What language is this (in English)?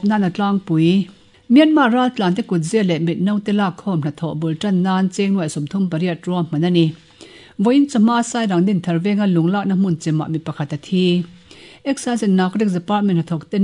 Mizo